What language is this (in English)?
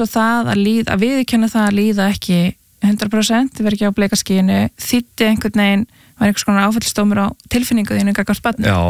Icelandic